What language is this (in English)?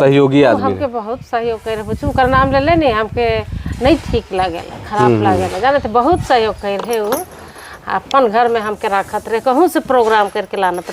Sadri